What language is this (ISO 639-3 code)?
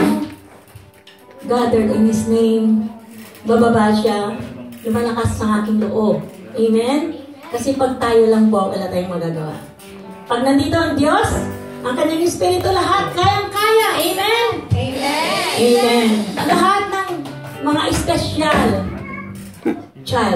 fil